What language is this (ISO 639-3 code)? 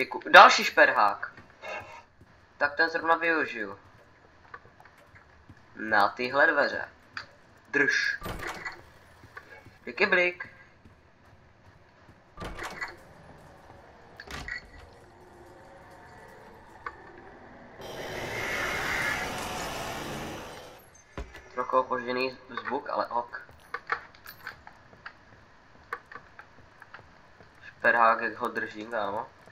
ces